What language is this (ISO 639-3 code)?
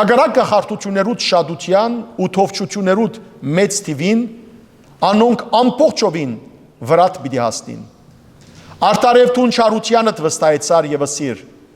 hyw